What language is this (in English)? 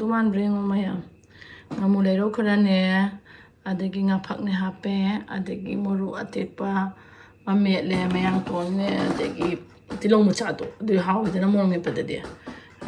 Manipuri